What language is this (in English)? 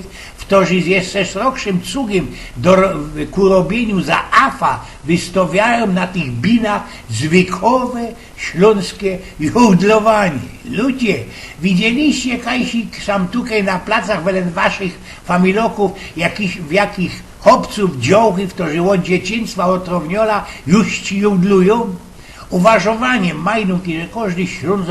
Silesian